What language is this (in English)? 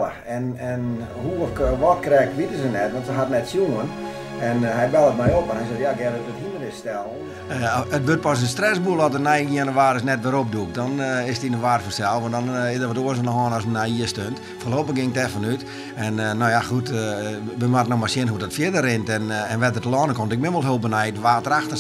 Western Frisian